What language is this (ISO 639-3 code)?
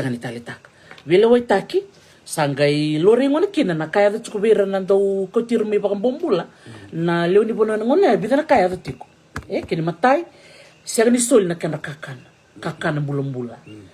fij